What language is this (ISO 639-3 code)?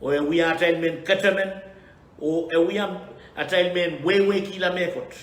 pon